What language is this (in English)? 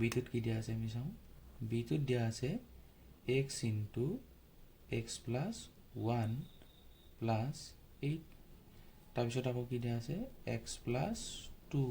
Assamese